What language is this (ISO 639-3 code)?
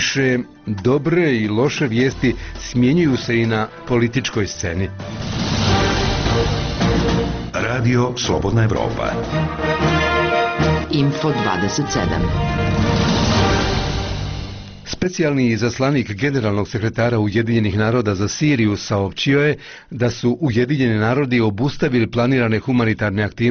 bos